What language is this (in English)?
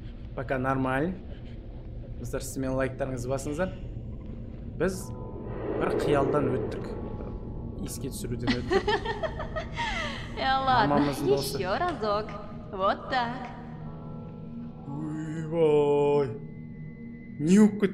Kazakh